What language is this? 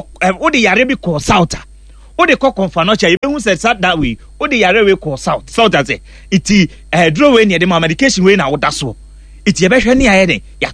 Akan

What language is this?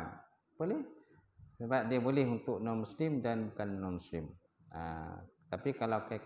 Malay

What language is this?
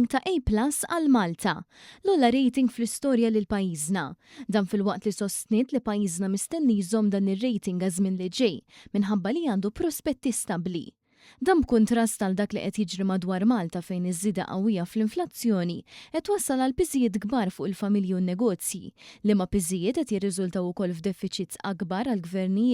Maltese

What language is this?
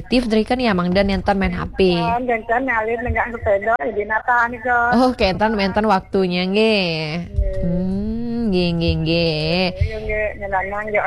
Balinese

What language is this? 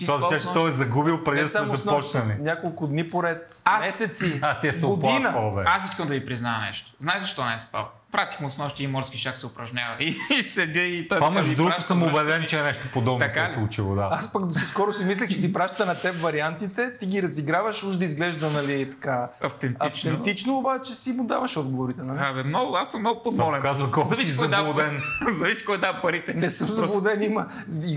Bulgarian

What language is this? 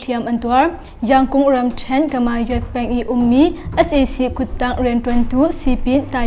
Hakha Chin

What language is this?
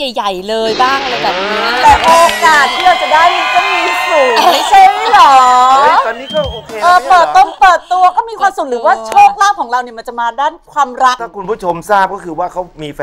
Thai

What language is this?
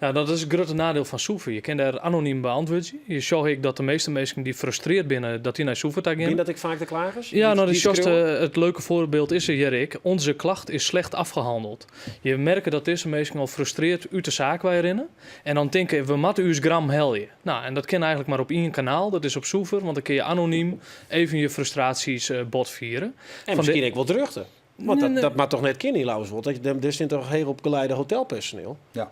Western Frisian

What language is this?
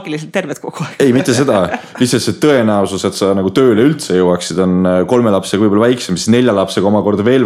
Estonian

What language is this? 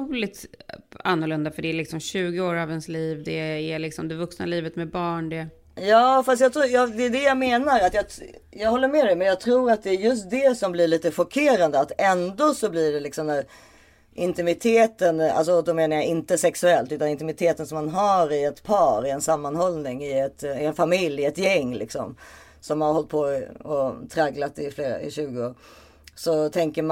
Swedish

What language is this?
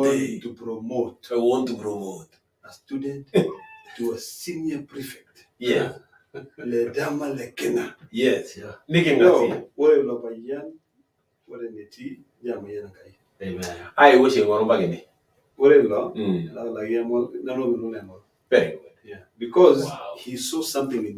Masai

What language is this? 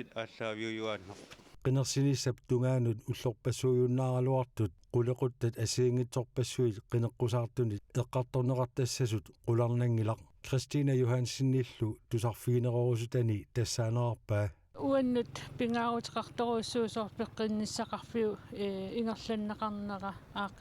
Kalaallisut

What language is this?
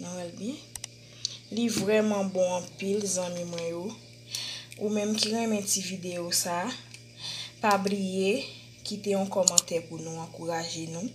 Haitian Creole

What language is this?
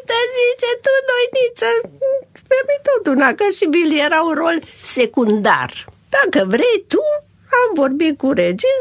Romanian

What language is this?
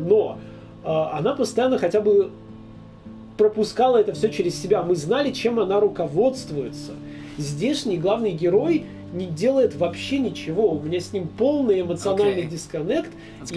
Russian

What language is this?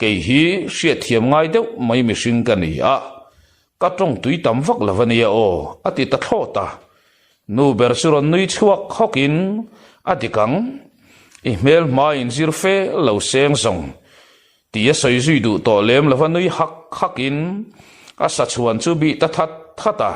Mizo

